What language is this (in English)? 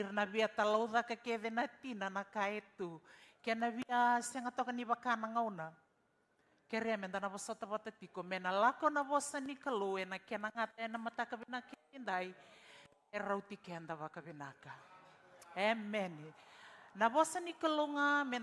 Fijian